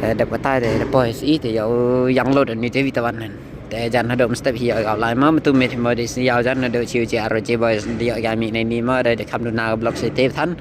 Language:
Khasi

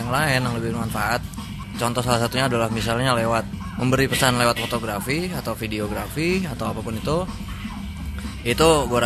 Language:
Indonesian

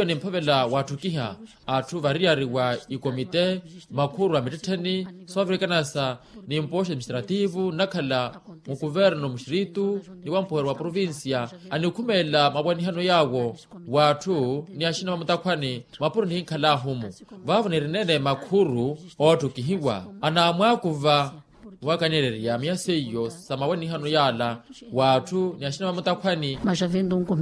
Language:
Makhuwa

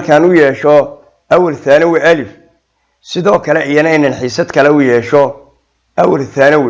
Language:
Somali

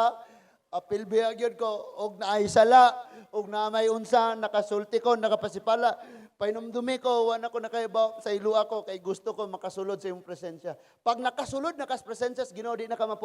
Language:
Cebuano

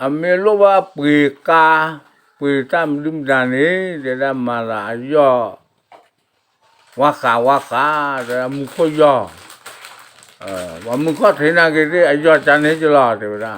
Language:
S'gaw Karen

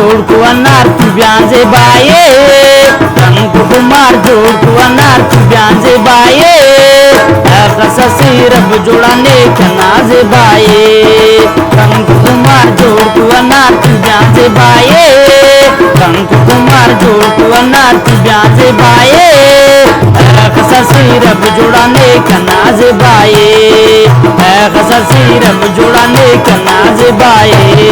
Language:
Brahui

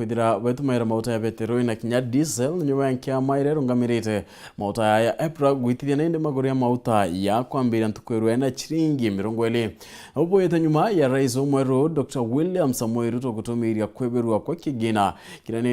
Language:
Meru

